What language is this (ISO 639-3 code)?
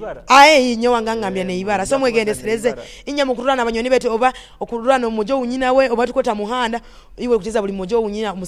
nyo